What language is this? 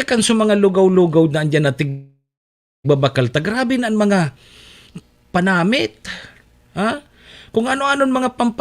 Bikol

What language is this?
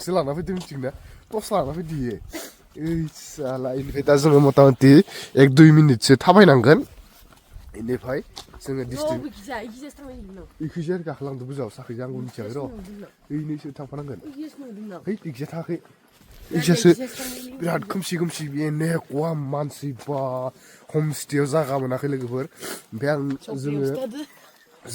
Bodo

